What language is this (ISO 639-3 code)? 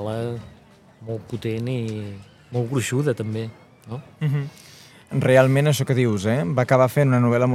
cat